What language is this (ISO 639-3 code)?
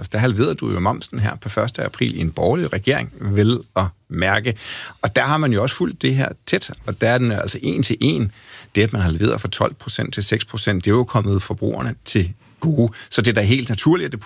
dan